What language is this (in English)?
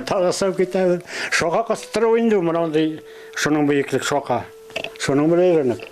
Bashkir